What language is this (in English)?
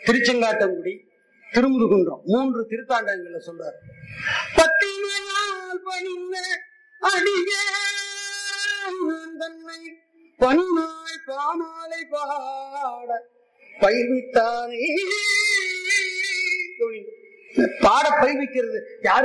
Tamil